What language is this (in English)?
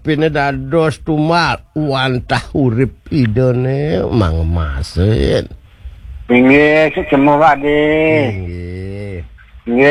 Balinese